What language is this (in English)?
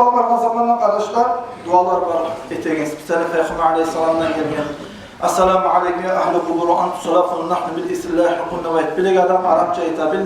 Kumyk